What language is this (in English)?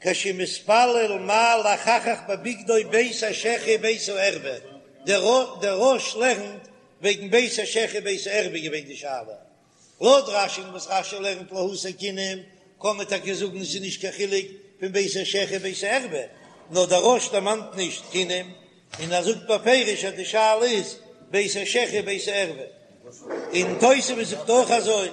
Yiddish